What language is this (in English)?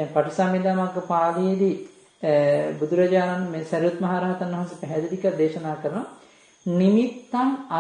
Sinhala